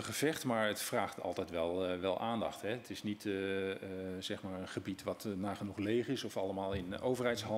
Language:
Dutch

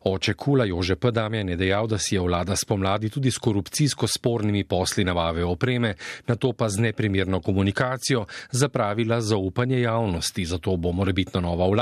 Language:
Slovenian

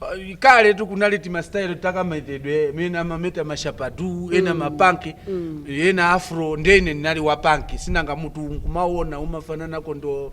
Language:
Nyanja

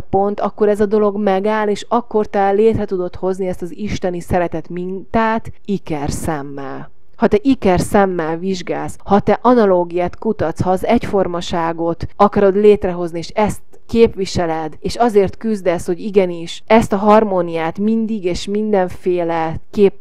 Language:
Hungarian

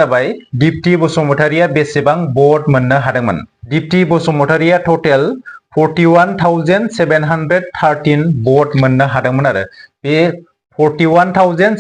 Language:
Bodo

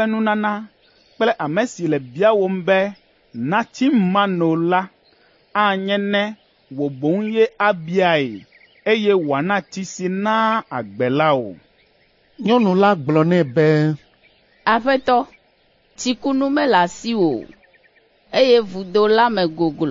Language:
Ewe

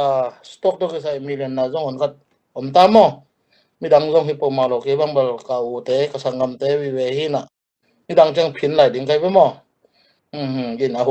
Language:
Tedim Chin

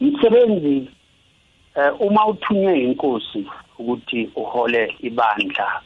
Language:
South Ndebele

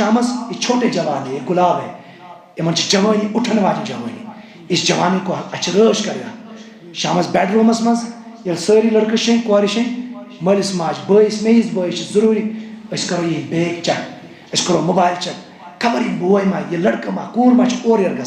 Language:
Kashmiri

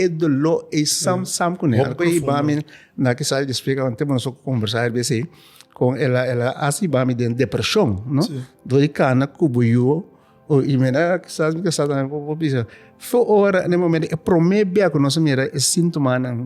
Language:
Papiamento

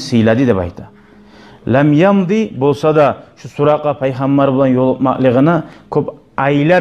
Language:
Kumyk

